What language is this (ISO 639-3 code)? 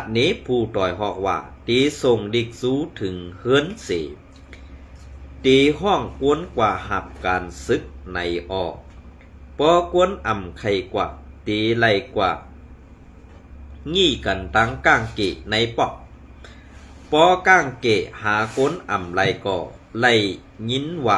shn